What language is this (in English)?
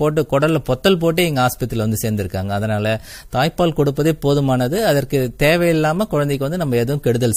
Tamil